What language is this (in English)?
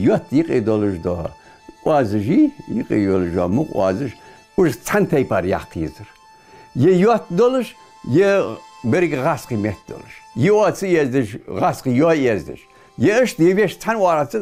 Ingush